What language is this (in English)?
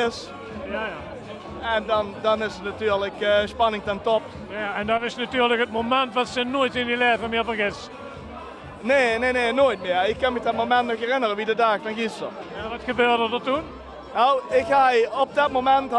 Limburgish